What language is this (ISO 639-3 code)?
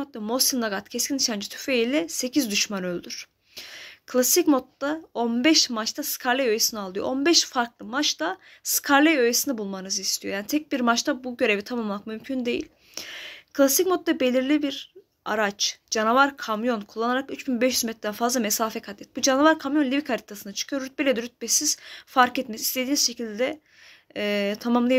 tur